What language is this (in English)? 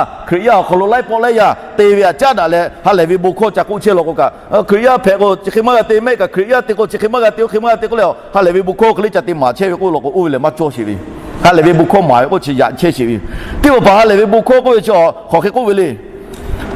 Lahu